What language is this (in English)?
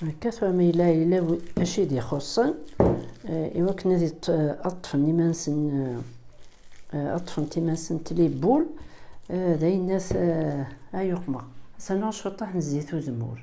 Kabyle